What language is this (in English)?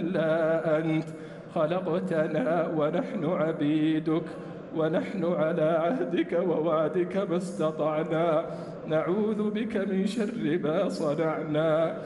Arabic